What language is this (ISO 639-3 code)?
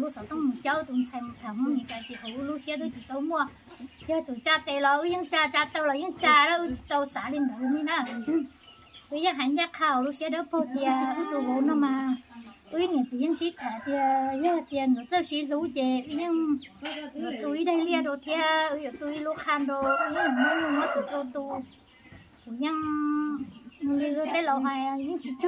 vie